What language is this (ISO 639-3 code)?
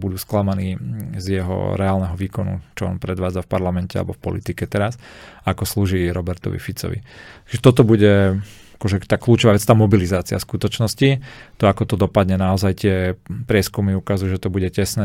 slk